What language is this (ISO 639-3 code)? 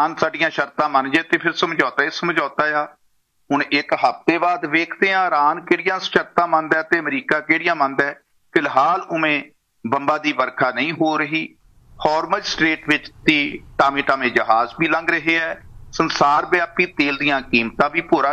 pan